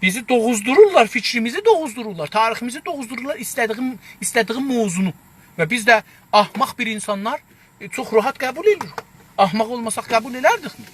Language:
South Azerbaijani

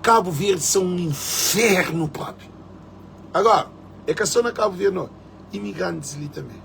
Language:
Kabuverdianu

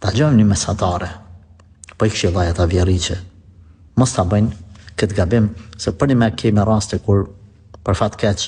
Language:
Albanian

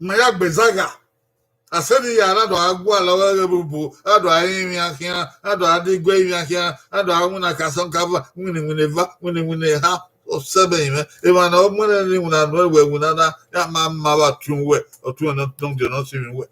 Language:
Bini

